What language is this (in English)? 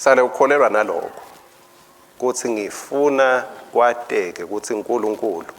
Swati